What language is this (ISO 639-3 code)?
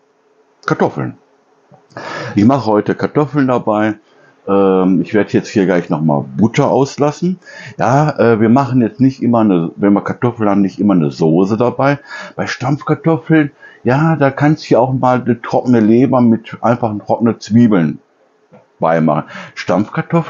deu